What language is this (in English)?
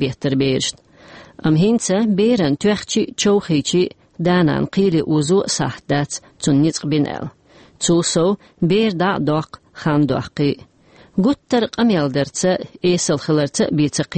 Chechen